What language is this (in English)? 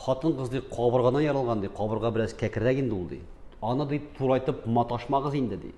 Tatar